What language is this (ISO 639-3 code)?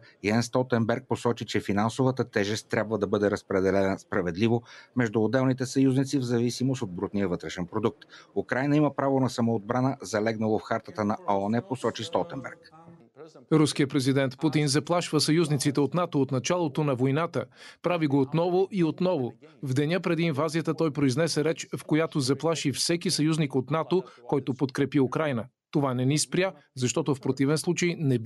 bul